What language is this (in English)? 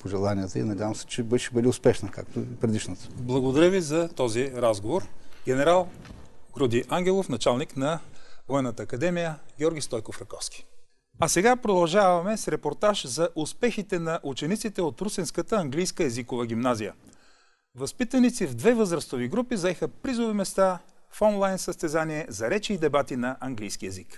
Bulgarian